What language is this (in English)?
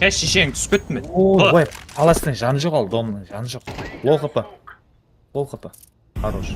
Kara-Kalpak